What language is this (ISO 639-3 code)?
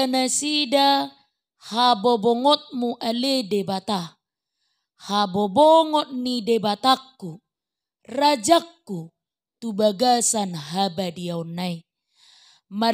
bbc